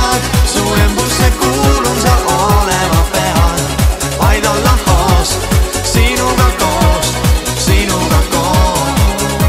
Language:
Estonian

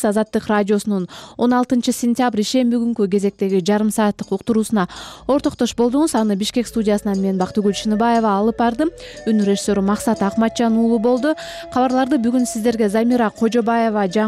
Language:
Kyrgyz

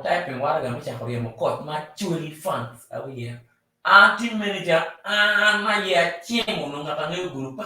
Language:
Acoli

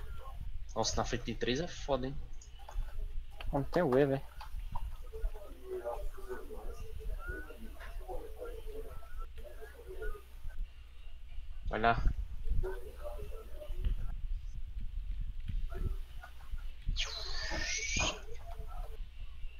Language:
Portuguese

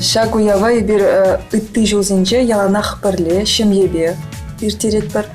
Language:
Chuvash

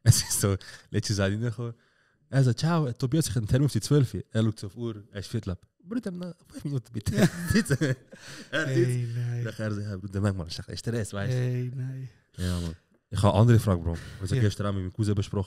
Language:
Swiss German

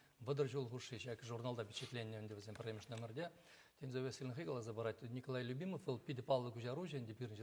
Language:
Chuvash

